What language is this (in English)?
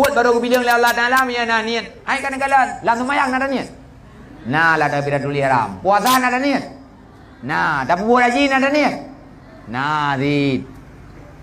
Achinese